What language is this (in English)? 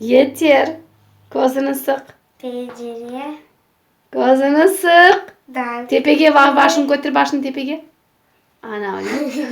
Crimean Tatar